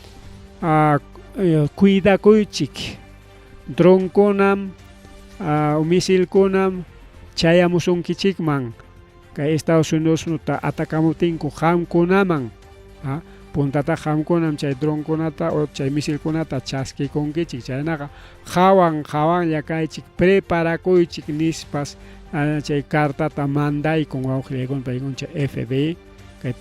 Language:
Ayacucho Quechua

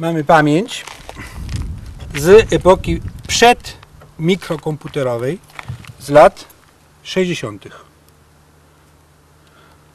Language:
Polish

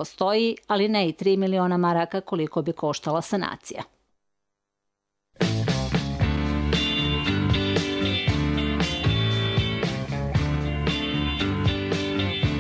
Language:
Bosnian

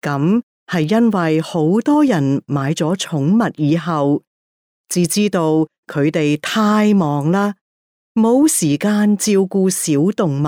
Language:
Cantonese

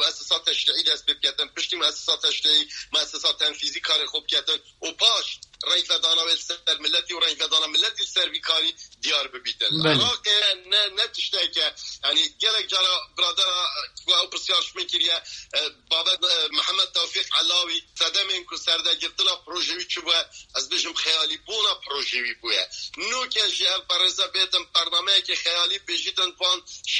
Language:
Kurdish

